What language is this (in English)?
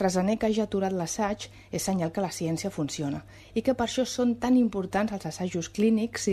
Catalan